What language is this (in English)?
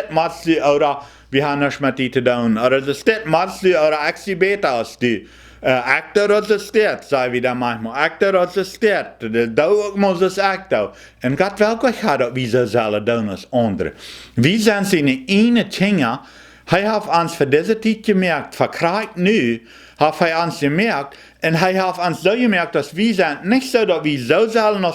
Plautdietsch